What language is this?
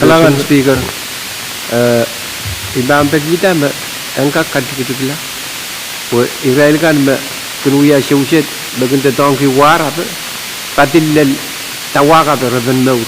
Pohnpeian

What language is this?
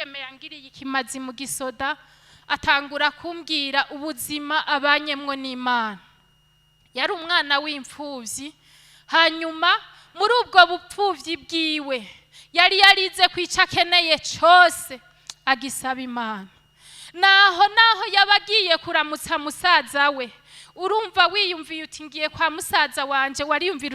Rundi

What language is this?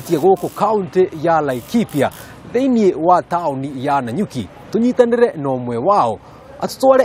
Kikuyu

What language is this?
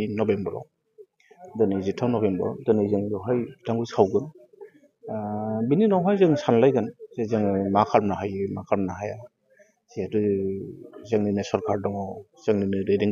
Bodo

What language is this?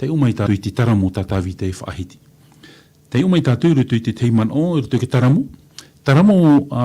Tahitian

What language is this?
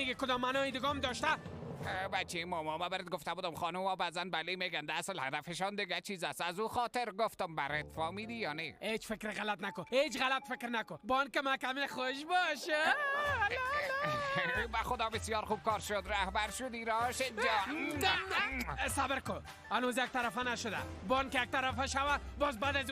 Persian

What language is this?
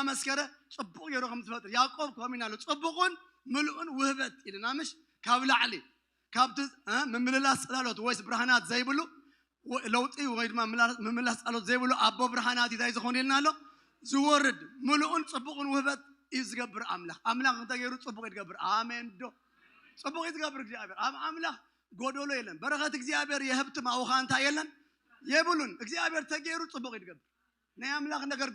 Tigrinya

